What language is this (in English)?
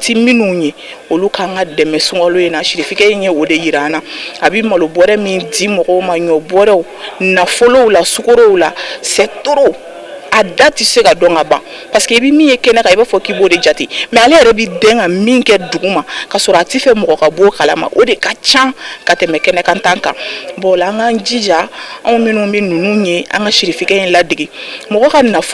Bambara